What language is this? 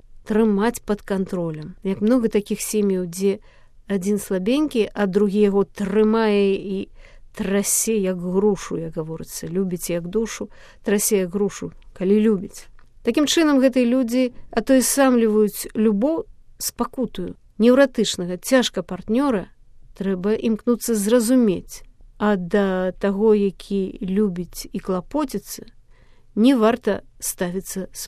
Belarusian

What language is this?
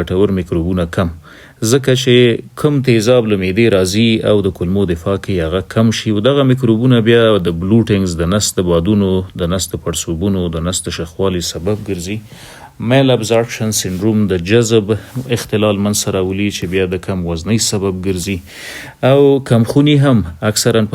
Pashto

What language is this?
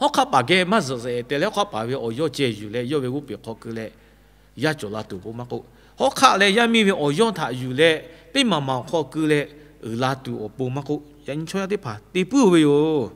Lahu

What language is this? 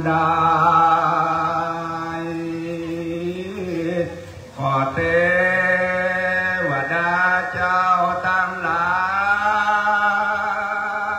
Thai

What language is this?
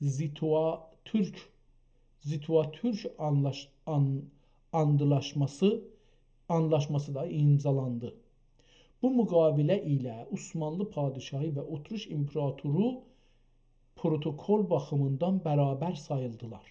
South Azerbaijani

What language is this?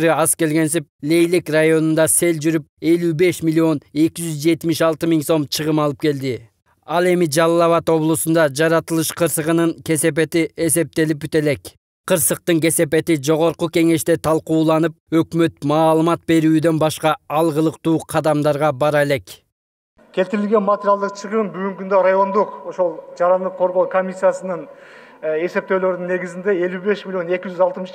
Kyrgyz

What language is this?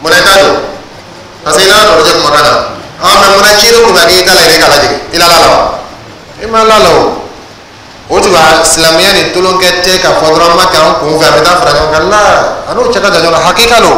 Dyula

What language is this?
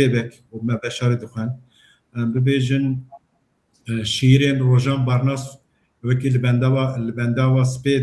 Kurdish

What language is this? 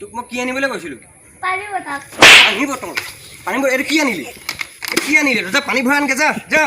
Assamese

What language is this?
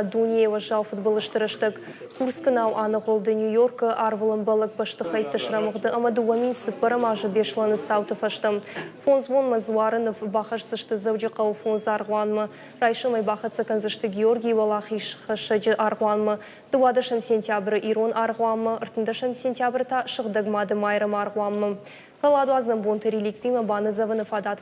Ossetic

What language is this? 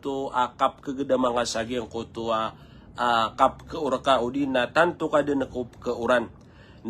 Maranao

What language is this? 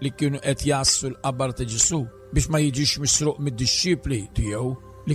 Maltese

